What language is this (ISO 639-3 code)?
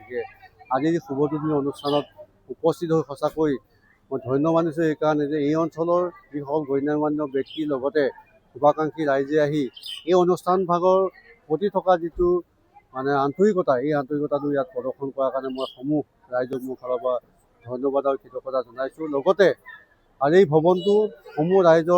asm